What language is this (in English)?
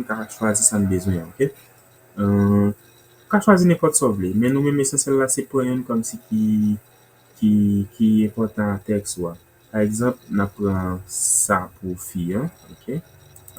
Haitian Creole